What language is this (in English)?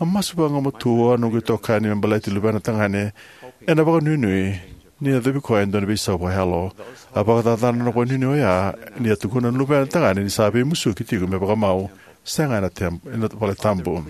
Fijian